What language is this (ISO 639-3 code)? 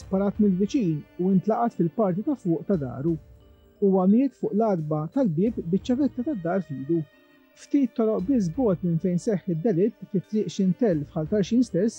mlt